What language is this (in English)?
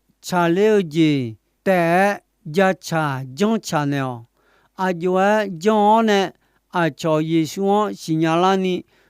Akha